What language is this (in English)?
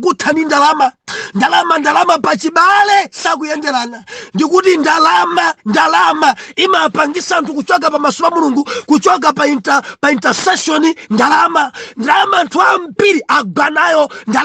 Nyanja